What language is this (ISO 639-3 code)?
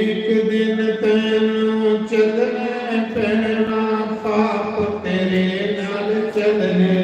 doi